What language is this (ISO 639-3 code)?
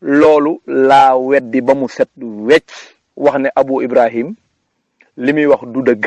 wol